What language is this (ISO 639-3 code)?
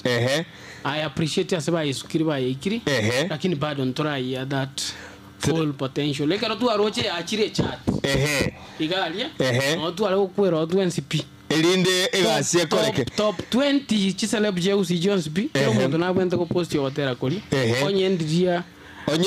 guz